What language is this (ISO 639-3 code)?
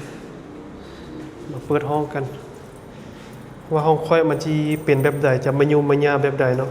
lao